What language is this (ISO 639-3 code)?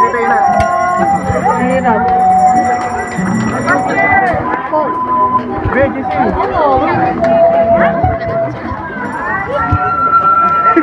fil